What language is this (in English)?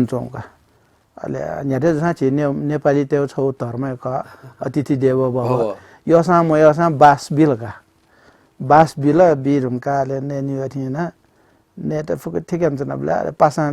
Newari